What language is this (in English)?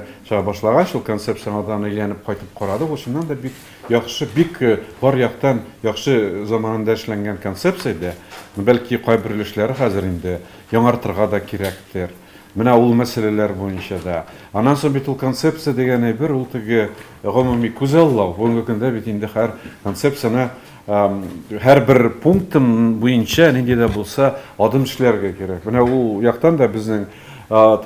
Tatar